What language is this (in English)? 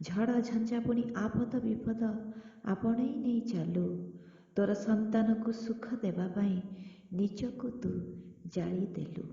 Odia